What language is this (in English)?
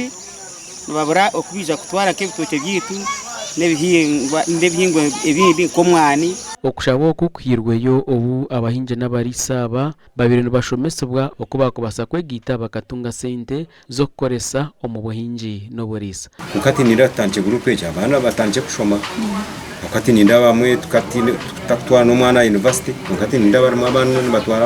Nyankole